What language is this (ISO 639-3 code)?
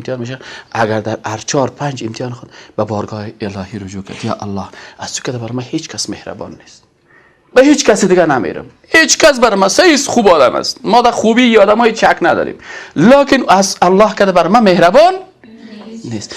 fas